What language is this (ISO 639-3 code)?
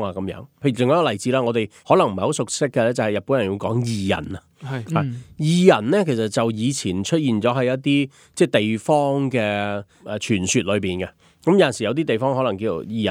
yue